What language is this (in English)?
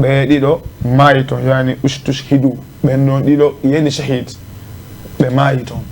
Fula